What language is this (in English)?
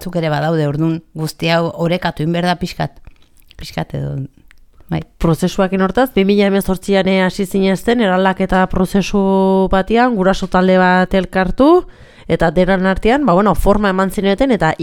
Basque